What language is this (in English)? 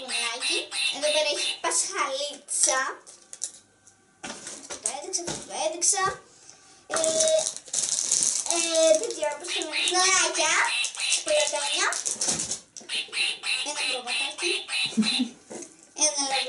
Greek